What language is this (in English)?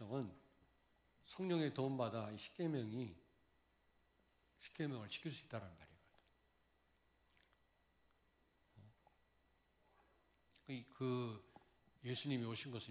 Korean